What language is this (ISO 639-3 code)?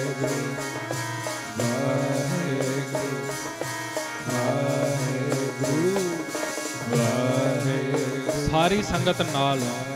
pan